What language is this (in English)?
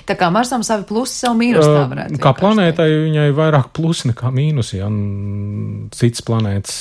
Latvian